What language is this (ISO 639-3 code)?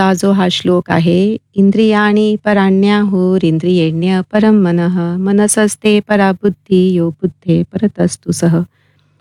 mar